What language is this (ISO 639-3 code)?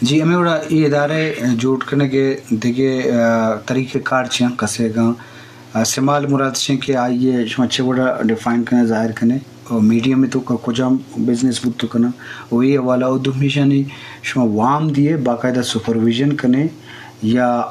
bgp